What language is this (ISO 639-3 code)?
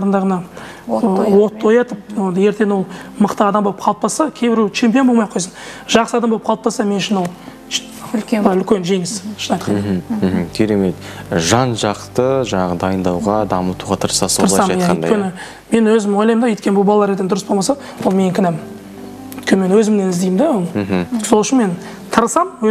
kaz